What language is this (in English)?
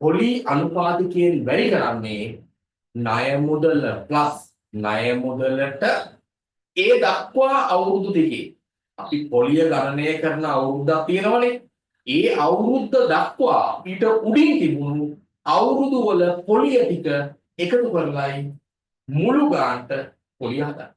Sinhala